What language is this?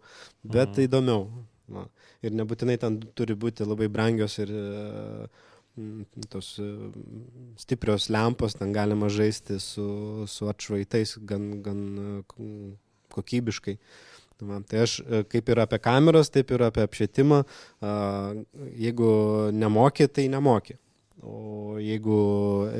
Lithuanian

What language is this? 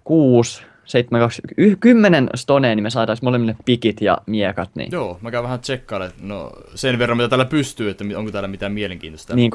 Finnish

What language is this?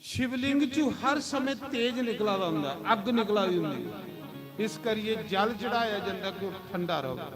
Dogri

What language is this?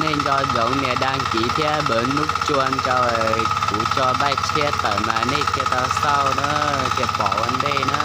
Hmong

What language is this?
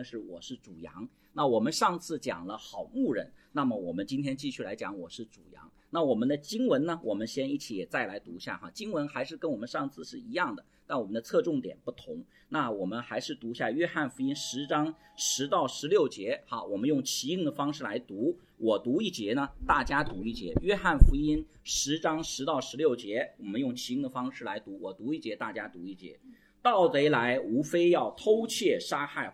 Chinese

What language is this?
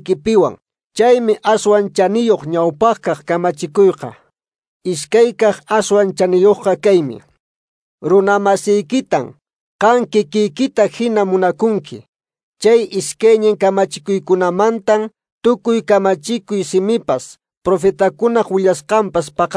Quechua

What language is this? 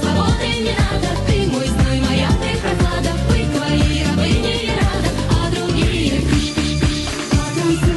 Russian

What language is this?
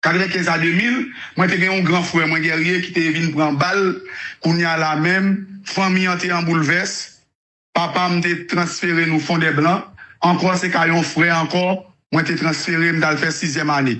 Haitian Creole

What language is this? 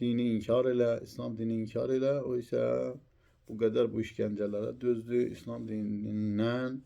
Azerbaijani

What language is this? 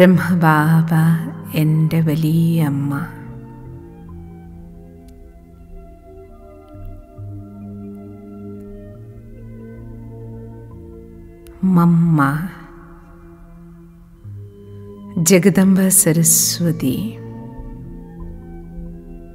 Malayalam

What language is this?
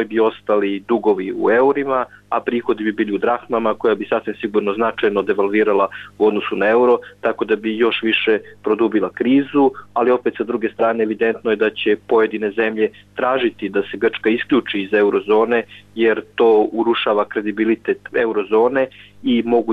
Serbian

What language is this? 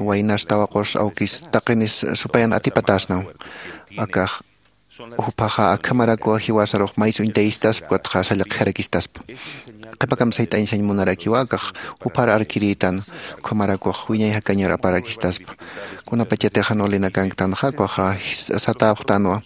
Aymara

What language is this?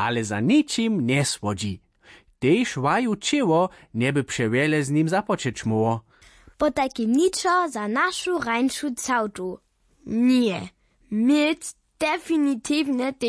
Upper Sorbian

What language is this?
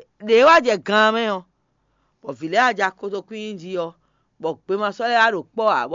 Fon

